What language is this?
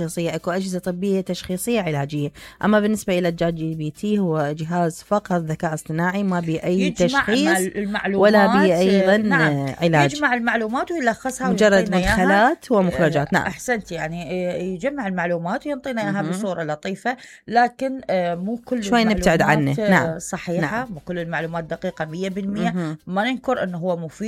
Mesopotamian Arabic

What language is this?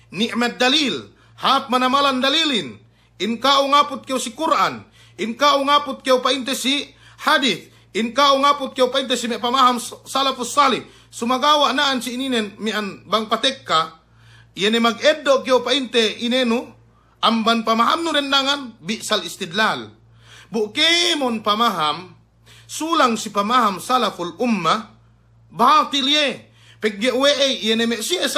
Yakan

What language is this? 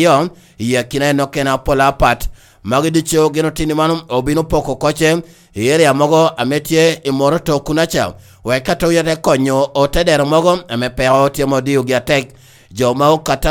Lango (Uganda)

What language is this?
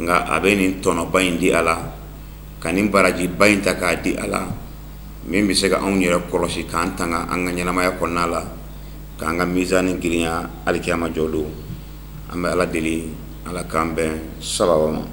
Bambara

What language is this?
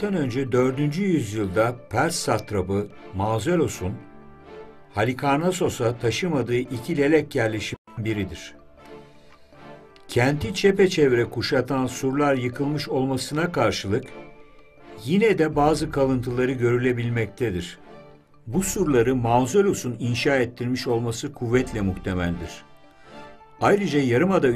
Turkish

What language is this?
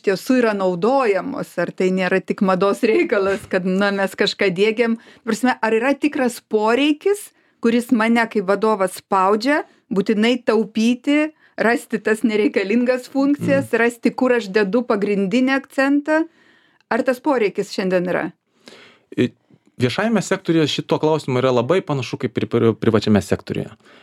Lithuanian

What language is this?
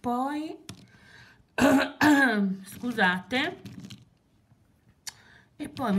Italian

